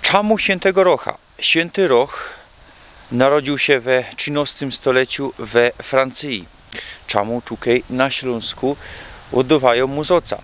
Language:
Silesian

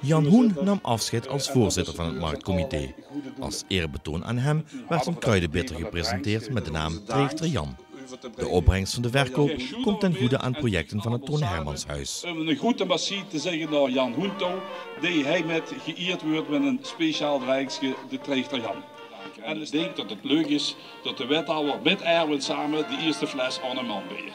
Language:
Limburgish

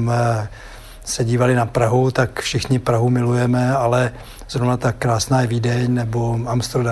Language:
Czech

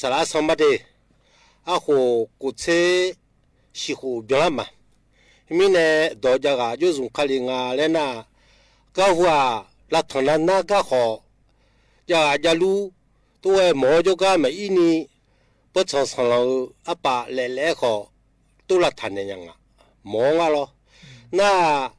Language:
Akha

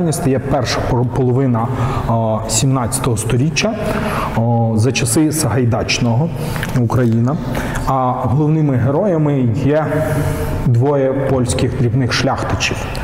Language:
Ukrainian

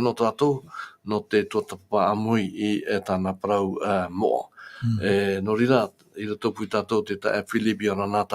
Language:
Tahitian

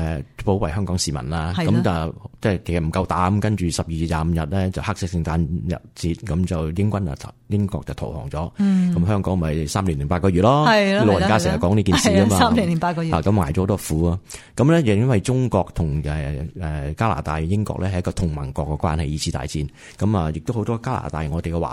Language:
Cantonese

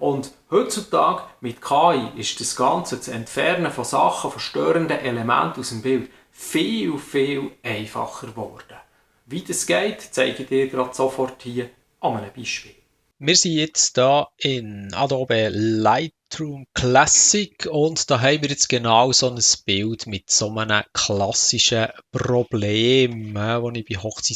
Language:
Swiss German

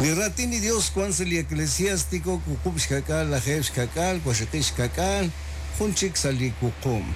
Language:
Kekchí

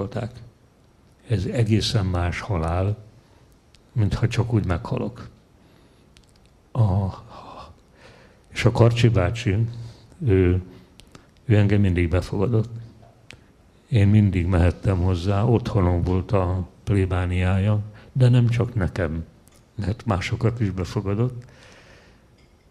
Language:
Hungarian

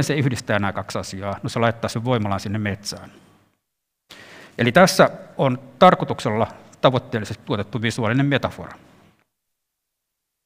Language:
Finnish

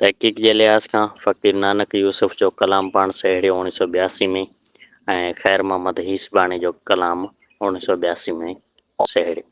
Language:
Sindhi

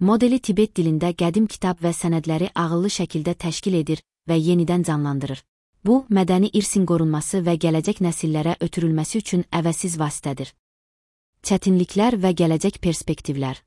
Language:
Azerbaijani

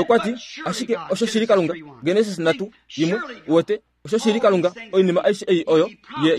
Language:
Kuanyama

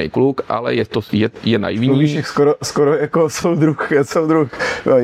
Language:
Czech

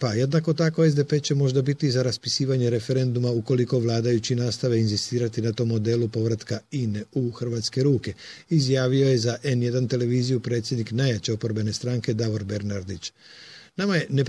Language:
Croatian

